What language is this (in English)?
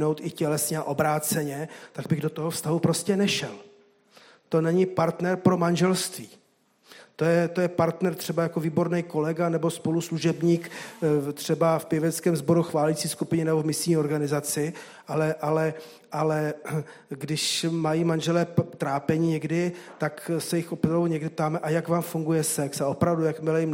Czech